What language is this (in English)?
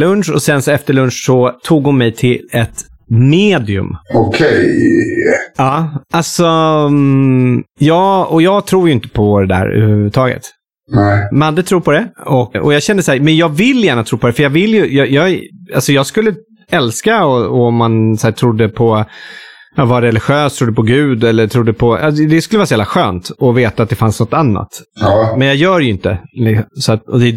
Swedish